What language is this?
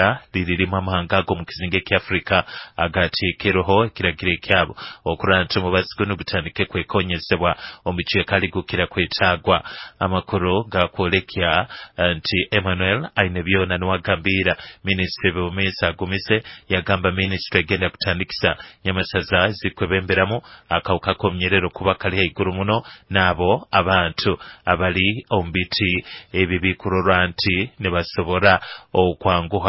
Nyoro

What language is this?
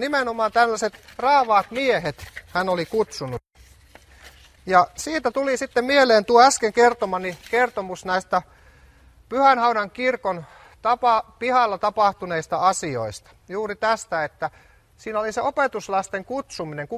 Finnish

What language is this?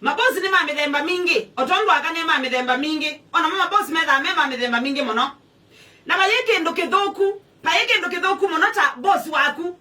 Kamba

